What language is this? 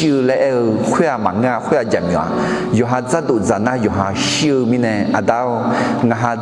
Akha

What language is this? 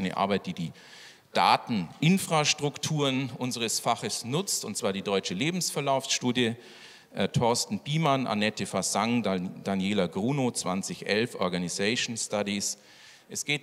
German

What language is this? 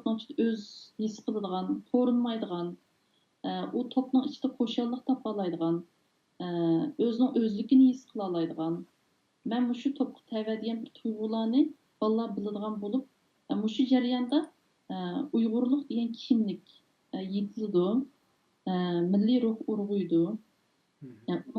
Uyghur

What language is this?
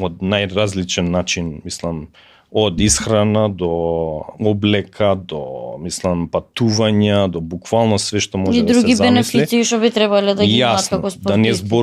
Macedonian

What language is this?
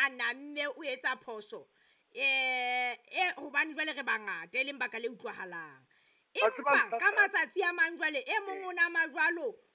Southern Sotho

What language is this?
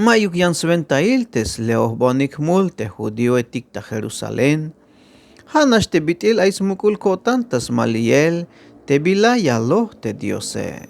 Tzeltal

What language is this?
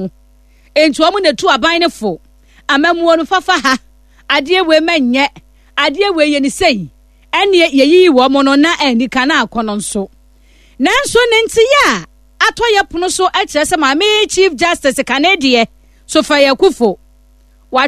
Akan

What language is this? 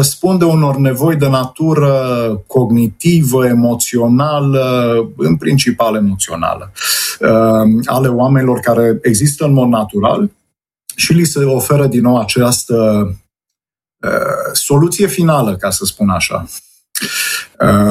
Romanian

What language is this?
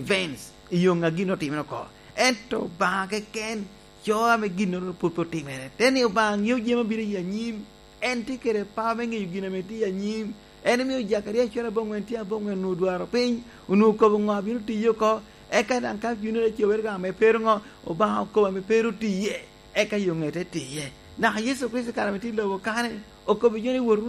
Lango (Uganda)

